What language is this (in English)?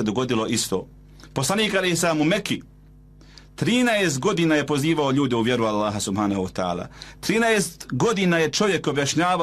Bosnian